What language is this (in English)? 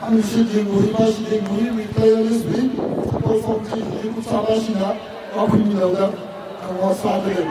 Tangkhul Naga (India)